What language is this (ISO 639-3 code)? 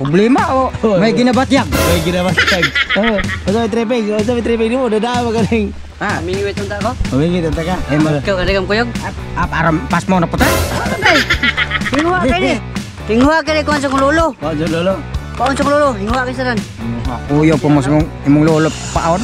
ceb